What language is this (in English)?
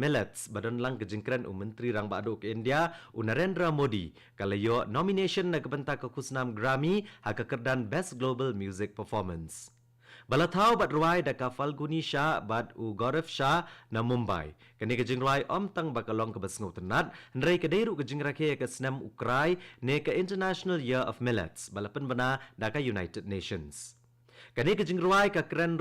Khasi